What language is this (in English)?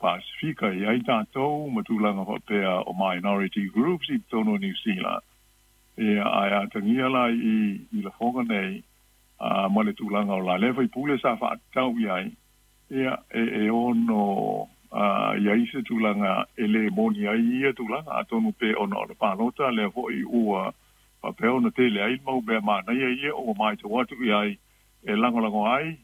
Samoan